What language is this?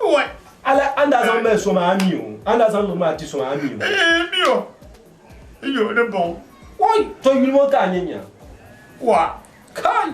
Dagbani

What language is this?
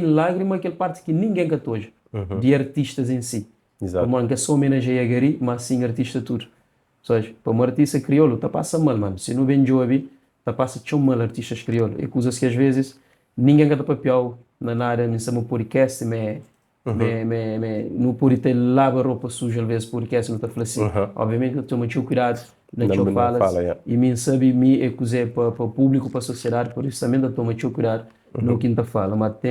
Kabuverdianu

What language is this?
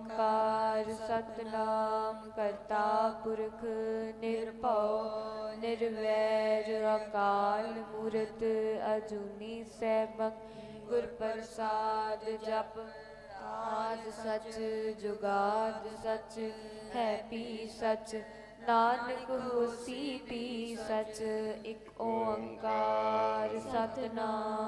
Punjabi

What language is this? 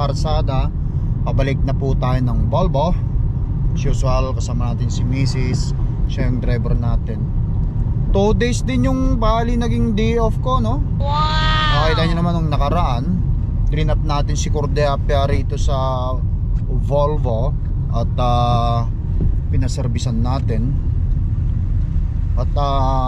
Filipino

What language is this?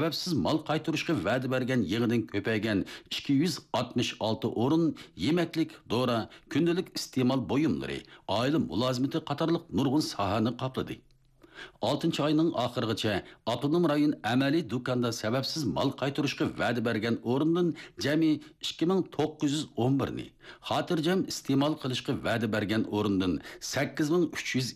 Uyghur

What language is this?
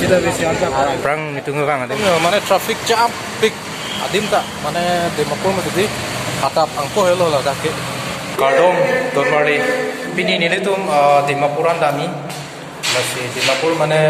Karbi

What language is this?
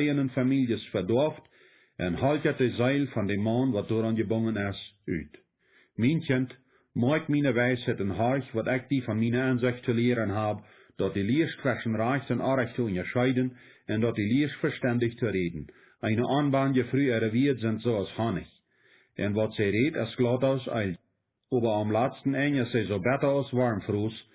Plautdietsch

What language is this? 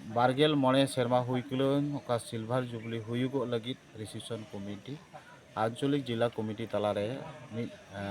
Santali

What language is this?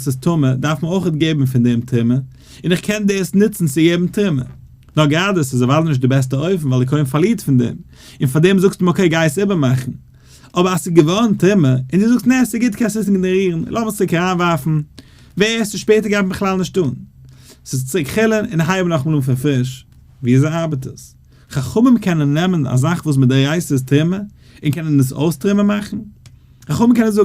Yiddish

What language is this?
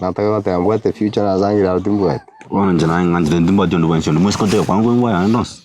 Gusii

